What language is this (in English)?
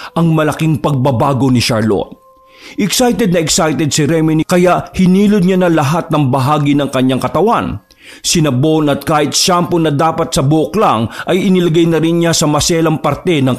Filipino